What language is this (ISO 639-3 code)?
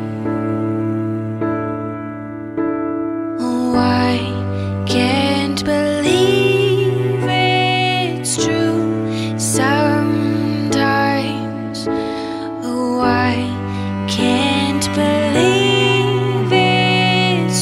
eng